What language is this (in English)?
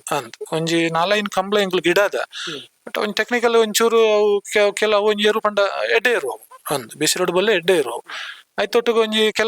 Tulu